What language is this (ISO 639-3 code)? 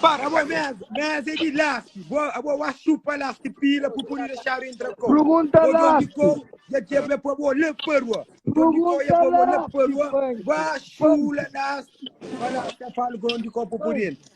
kea